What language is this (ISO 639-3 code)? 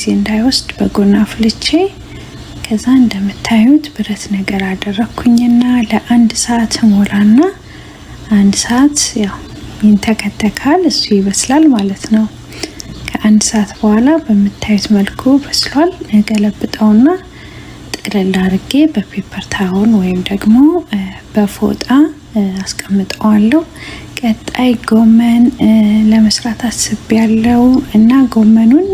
amh